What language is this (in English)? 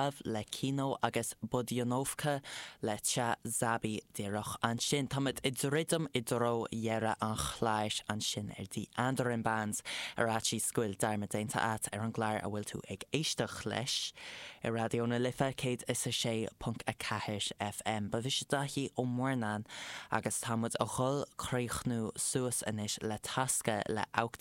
Irish